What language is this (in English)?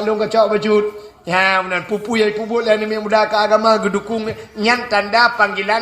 Achinese